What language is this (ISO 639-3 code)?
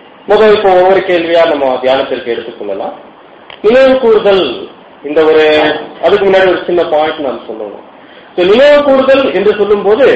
tam